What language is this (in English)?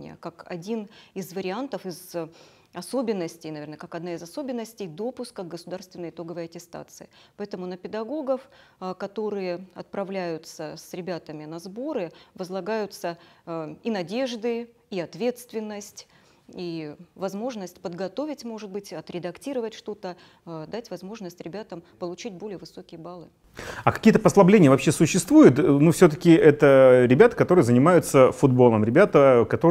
Russian